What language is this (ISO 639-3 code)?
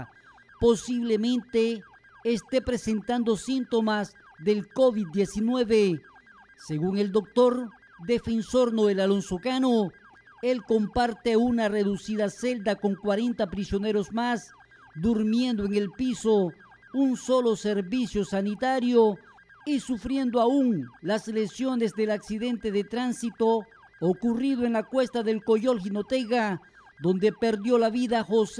spa